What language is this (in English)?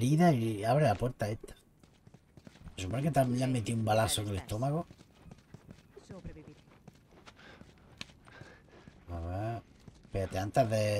Spanish